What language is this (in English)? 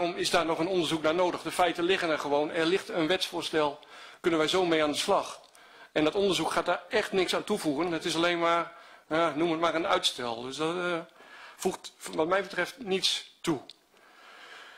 Dutch